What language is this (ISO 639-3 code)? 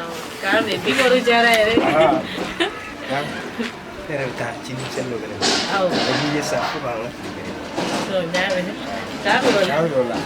bam